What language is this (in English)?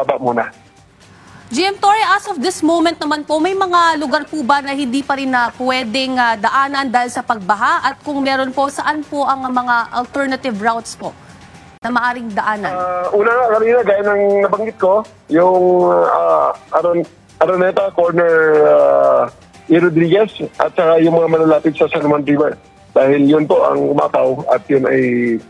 Filipino